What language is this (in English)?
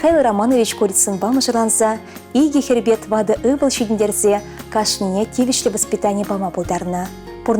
Chuvash